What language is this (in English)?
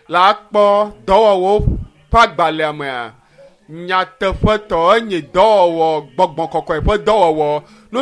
Ewe